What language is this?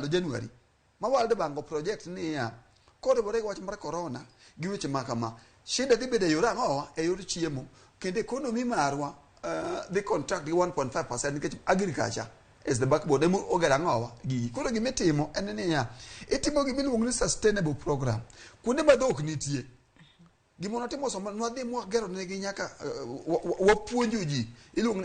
Luo (Kenya and Tanzania)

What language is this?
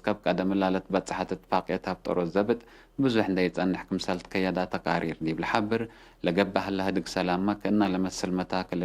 Tigre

